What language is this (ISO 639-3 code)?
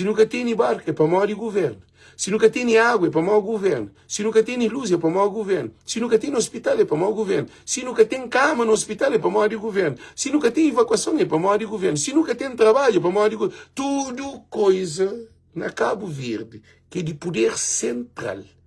kea